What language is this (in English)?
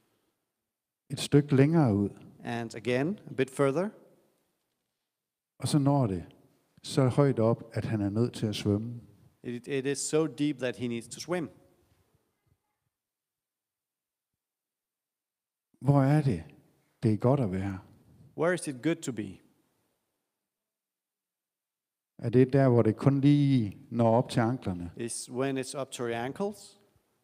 Danish